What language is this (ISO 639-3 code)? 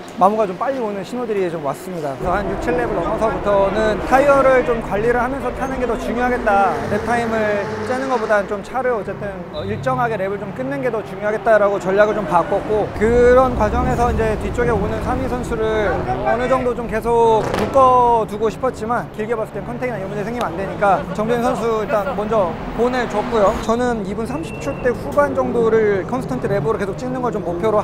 kor